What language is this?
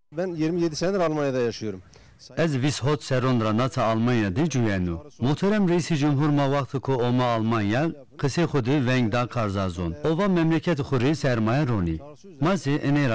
Zaza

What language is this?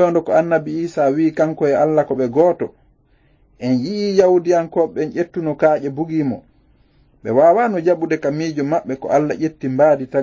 Fula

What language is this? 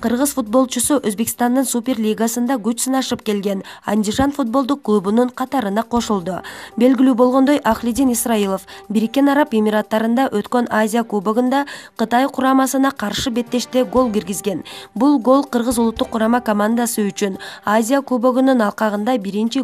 Kyrgyz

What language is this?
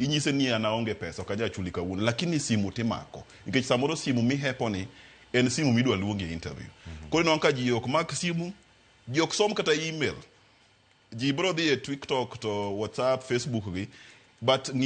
Luo (Kenya and Tanzania)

